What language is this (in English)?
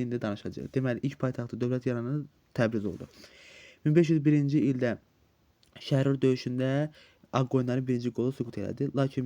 Azerbaijani